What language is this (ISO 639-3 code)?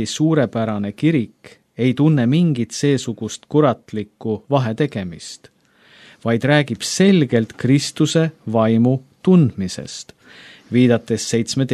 est